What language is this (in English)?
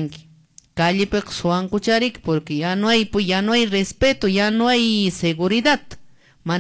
Quechua